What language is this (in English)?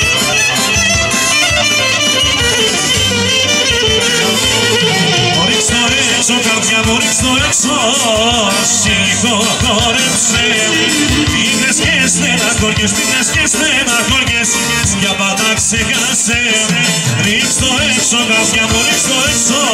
Greek